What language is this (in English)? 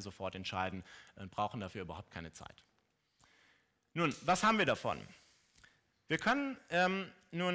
German